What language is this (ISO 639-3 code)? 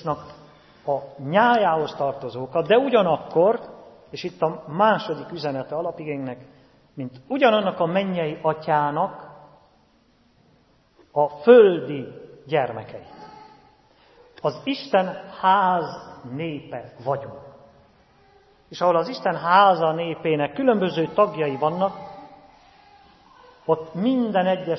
hun